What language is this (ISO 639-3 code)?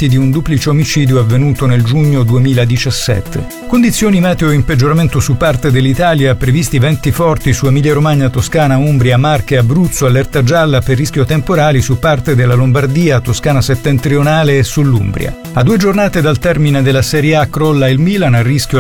ita